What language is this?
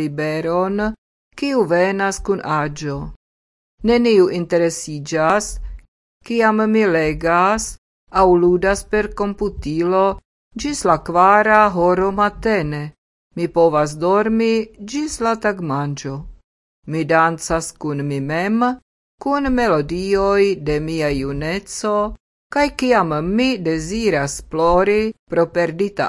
Esperanto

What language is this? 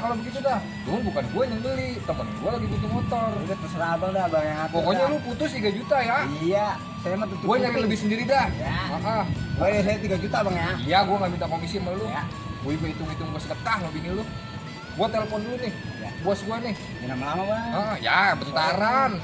Betawi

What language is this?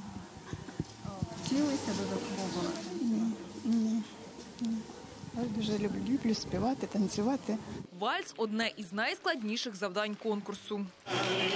Ukrainian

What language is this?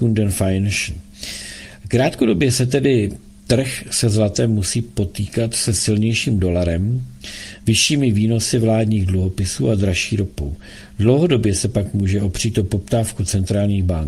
Czech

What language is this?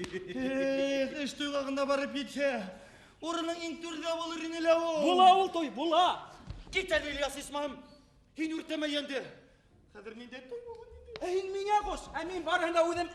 Bashkir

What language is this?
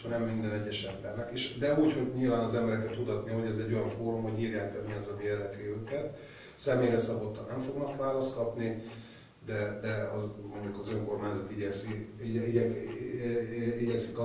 Hungarian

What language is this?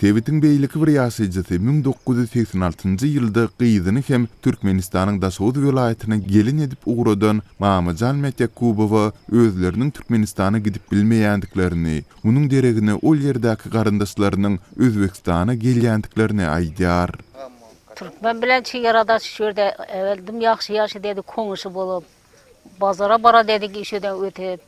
Turkmen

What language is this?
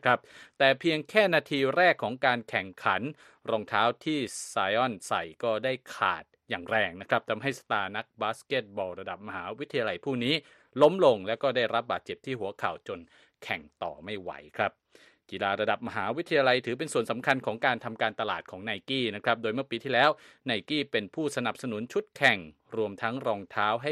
Thai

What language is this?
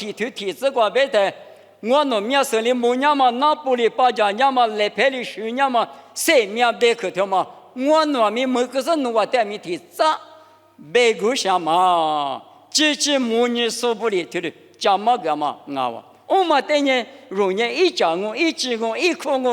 Lisu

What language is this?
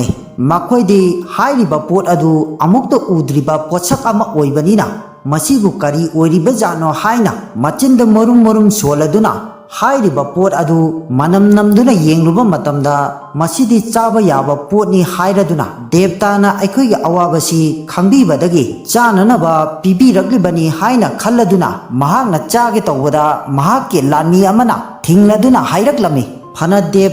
Manipuri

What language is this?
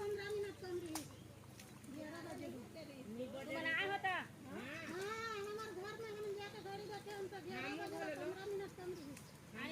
Chhattisgarhi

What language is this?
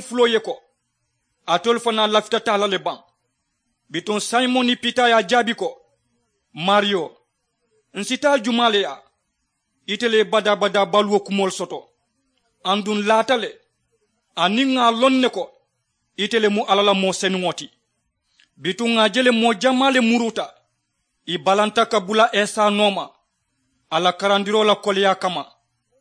Mandingo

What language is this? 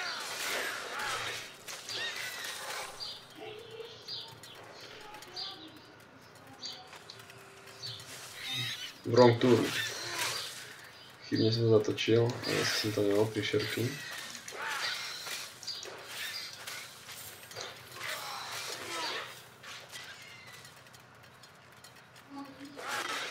Slovak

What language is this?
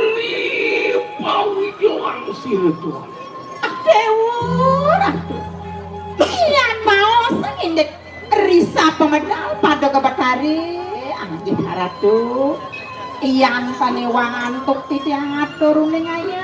Balinese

